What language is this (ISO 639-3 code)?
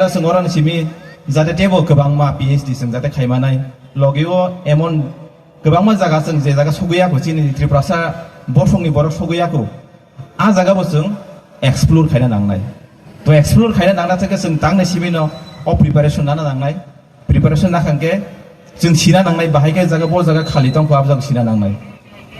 ria